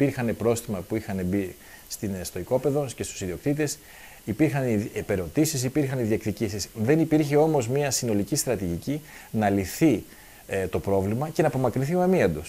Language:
Greek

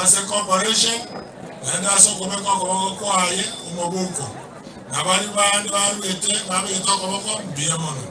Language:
Gusii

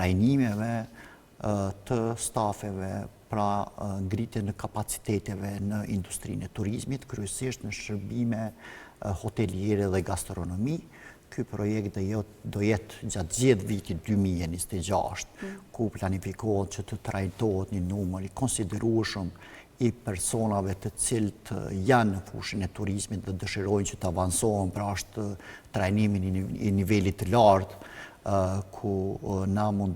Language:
Albanian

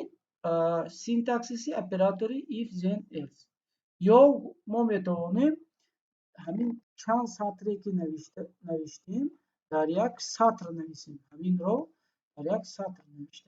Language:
Tajik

